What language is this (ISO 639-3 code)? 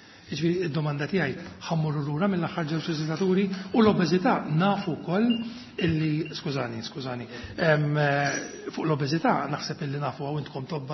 mlt